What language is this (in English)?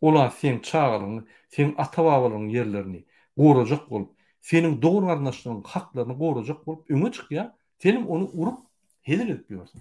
Turkmen